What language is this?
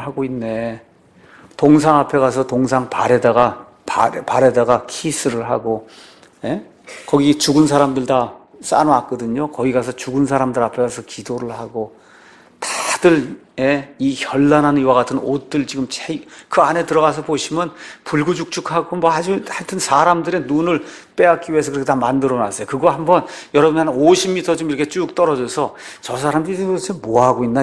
Korean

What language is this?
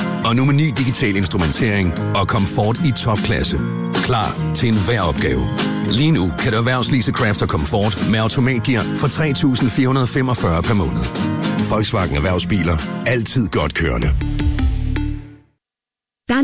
Danish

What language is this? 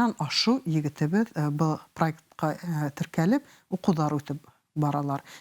Bashkir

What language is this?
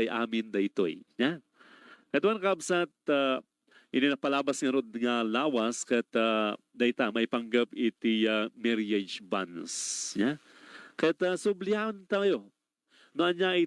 Iloko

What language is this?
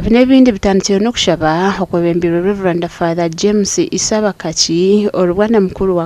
Nyankole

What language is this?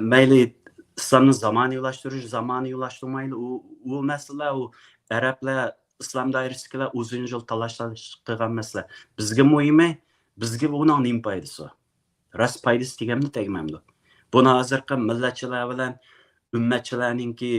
Uyghur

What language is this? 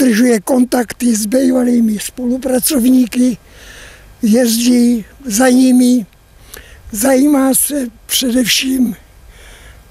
Czech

